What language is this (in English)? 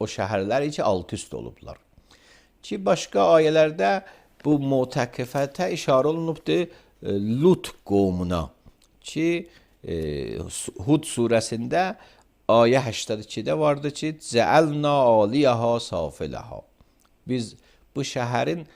Azerbaijani